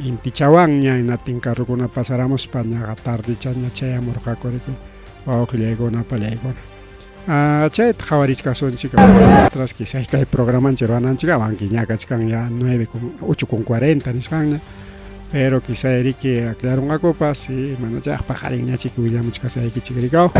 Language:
Ayacucho Quechua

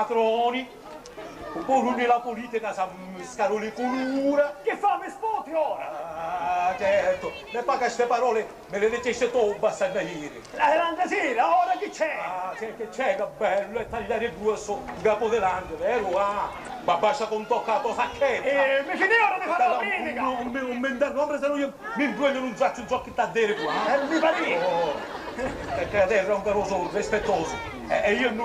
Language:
Sicilian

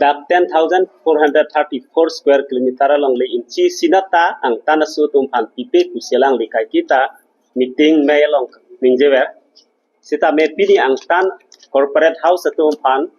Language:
Karbi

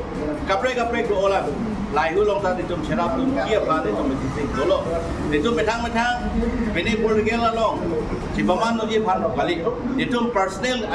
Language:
Karbi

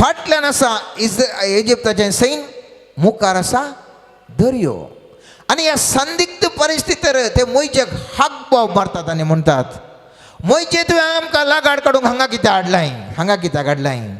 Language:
Konkani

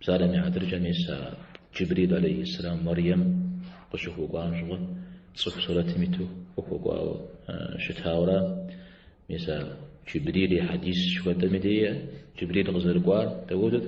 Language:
Kabardian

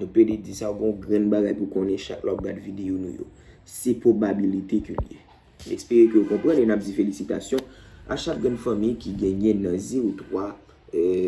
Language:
Haitian Creole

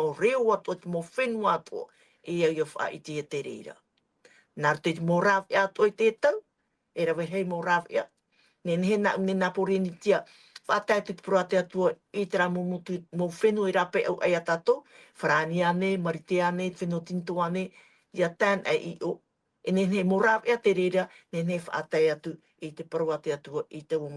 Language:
Tahitian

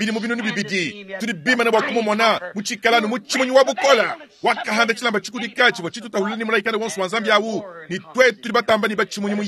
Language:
Luba-Lulua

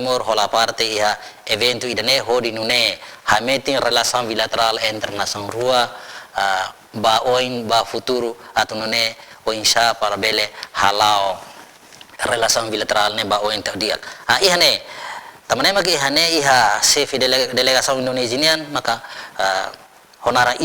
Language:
Tetum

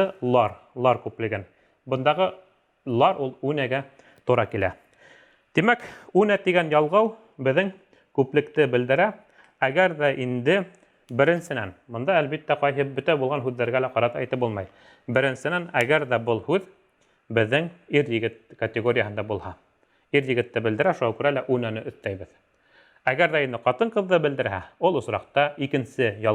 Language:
Bashkir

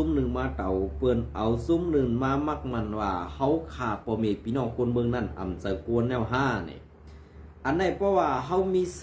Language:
Shan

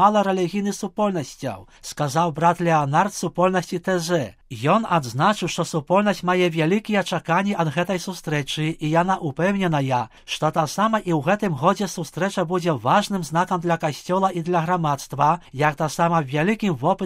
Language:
Belarusian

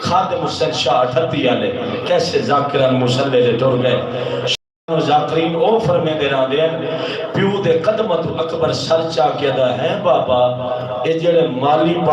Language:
Saraiki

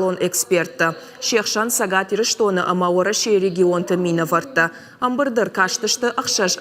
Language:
Ossetic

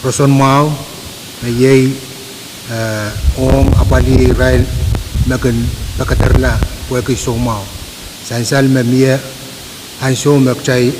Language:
Pohnpeian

